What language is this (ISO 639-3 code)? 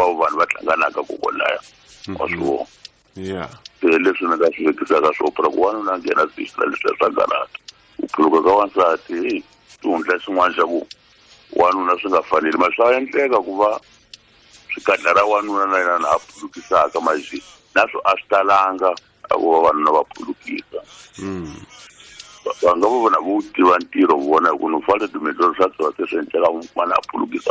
tso